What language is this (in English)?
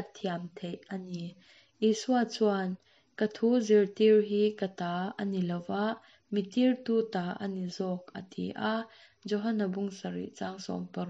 Mizo